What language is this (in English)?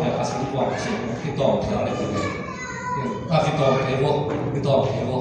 Tedim Chin